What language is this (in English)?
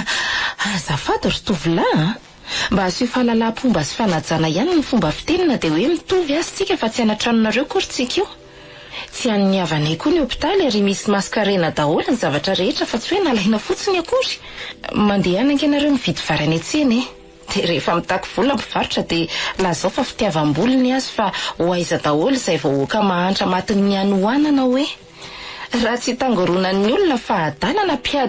Malagasy